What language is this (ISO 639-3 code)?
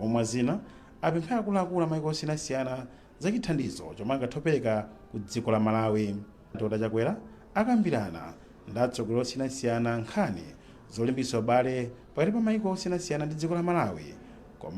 nya